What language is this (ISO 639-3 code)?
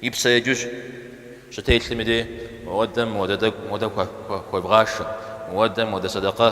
kbd